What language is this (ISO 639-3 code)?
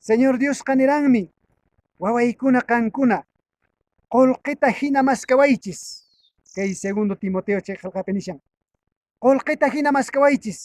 que